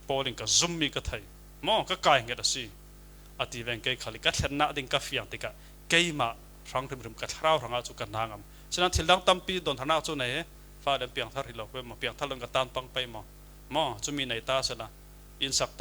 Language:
Falam Chin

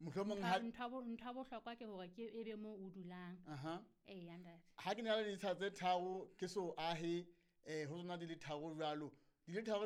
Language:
Southern Sotho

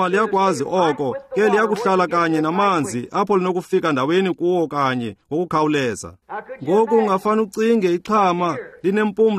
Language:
Xhosa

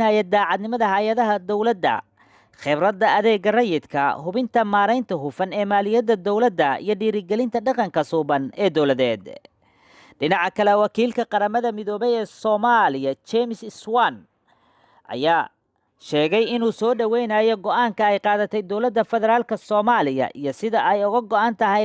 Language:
Somali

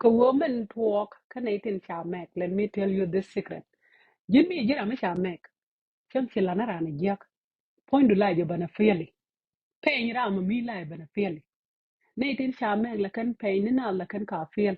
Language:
Nuer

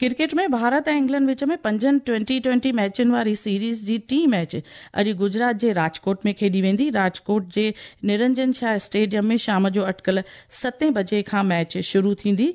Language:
Sindhi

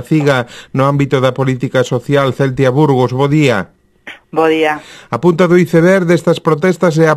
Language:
Galician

